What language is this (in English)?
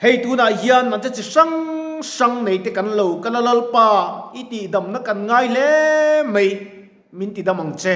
Mizo